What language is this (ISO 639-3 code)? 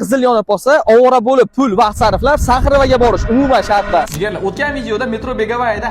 uzb